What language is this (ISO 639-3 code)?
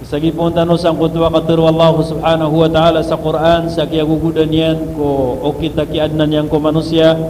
mrw